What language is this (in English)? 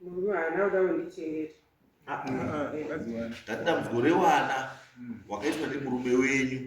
Shona